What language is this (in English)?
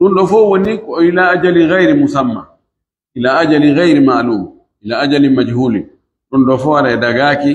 Pular